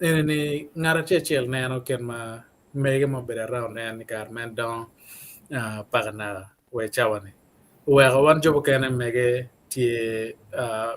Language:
Acoli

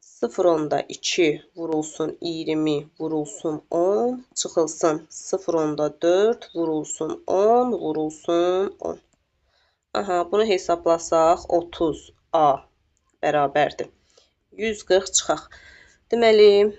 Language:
Azerbaijani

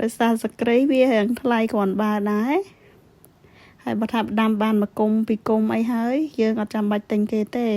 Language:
Khmer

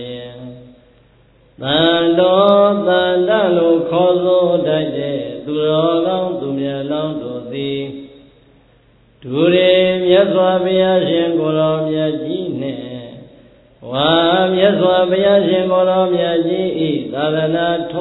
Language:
Burmese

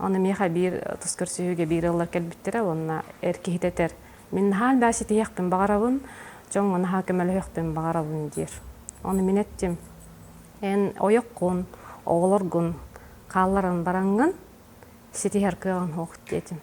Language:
Yakut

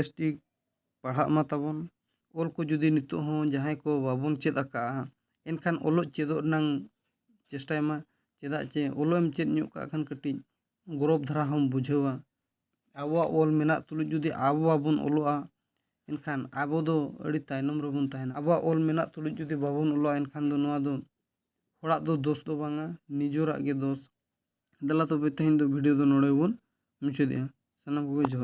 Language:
Santali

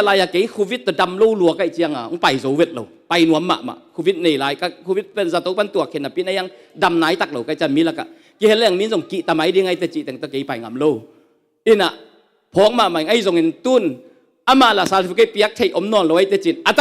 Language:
Tedim Chin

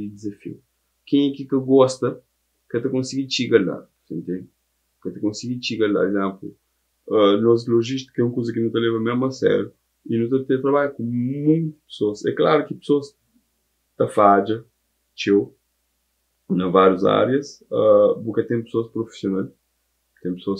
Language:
Kabuverdianu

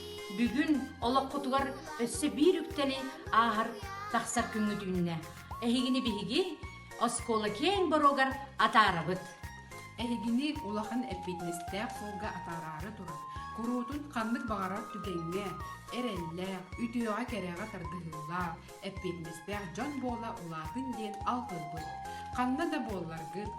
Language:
Yakut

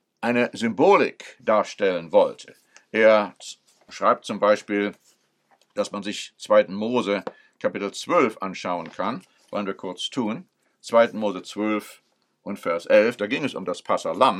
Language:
German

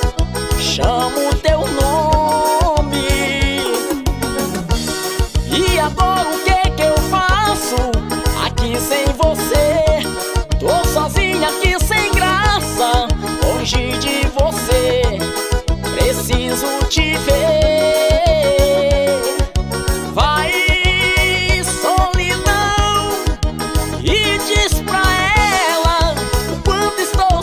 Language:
Portuguese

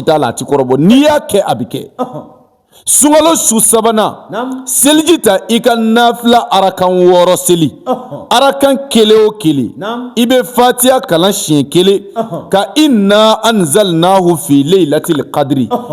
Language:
Bambara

